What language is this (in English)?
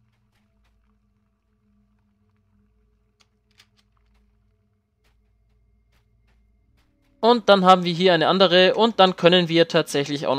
German